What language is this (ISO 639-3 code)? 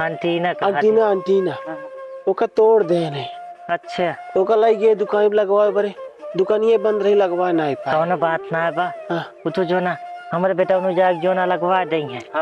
awa